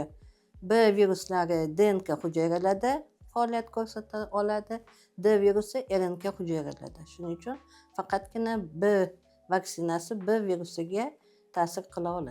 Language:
Uzbek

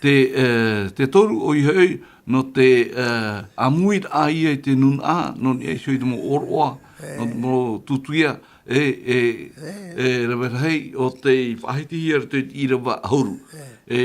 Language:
Tahitian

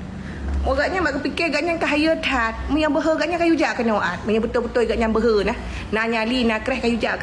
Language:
Achinese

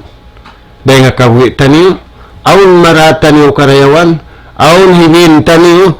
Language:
Tausug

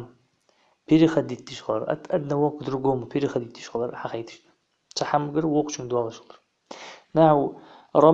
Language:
Ingush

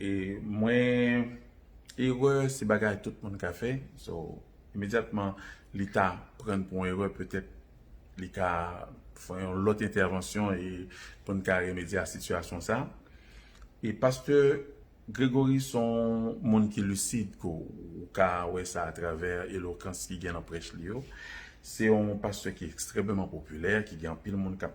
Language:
Haitian Creole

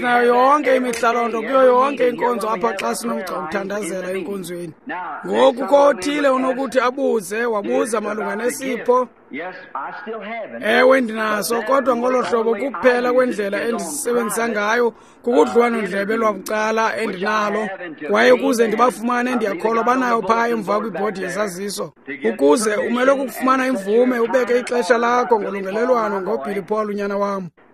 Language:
Xhosa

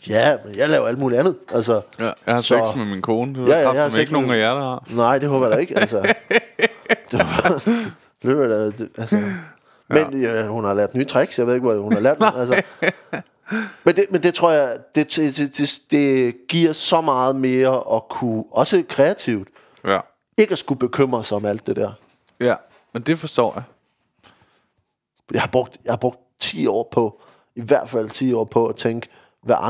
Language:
Danish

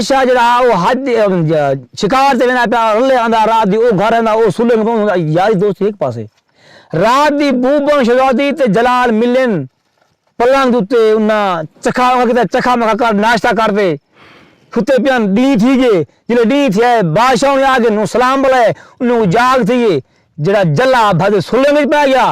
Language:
Saraiki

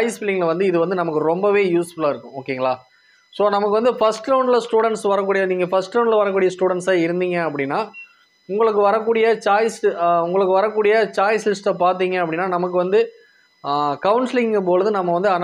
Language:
Tamil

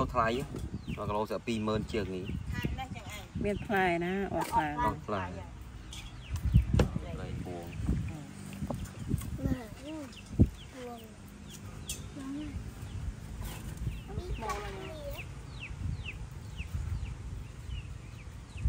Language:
Vietnamese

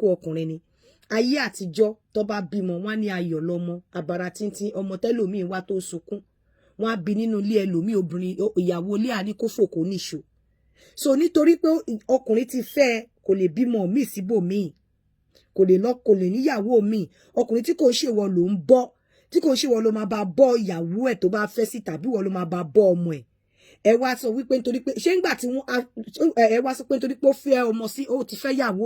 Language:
Yoruba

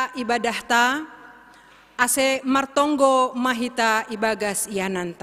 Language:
Batak Simalungun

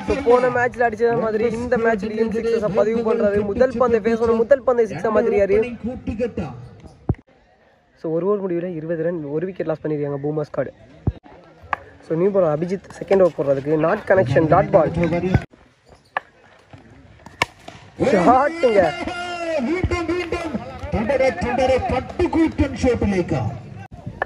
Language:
Tamil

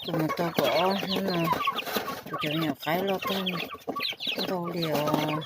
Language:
Hmong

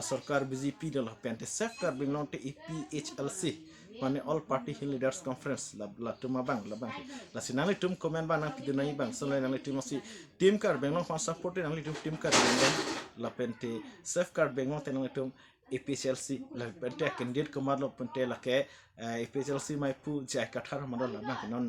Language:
Karbi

